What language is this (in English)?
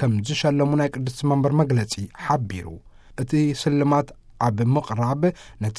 Tigrinya